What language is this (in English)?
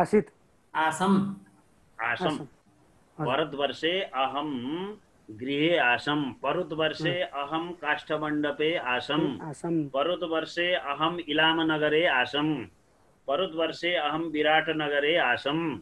Sanskrit